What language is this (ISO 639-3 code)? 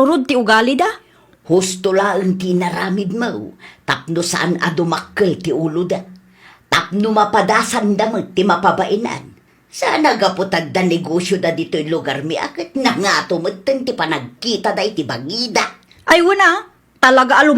ilo